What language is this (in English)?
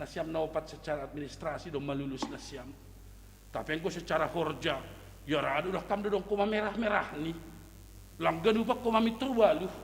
Batak Simalungun